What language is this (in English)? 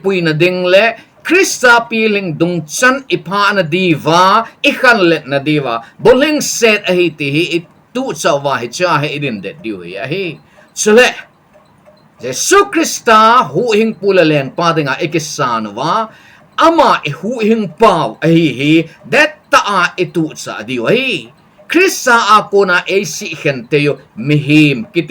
Thado Chin